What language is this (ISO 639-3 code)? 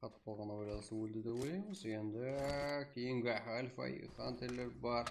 kaa